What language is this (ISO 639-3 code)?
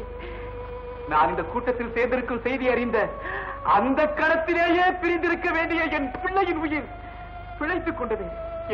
tam